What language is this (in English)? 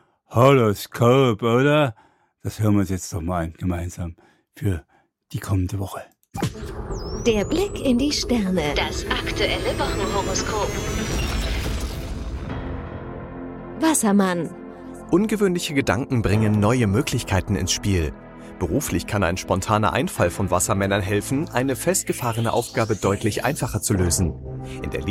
German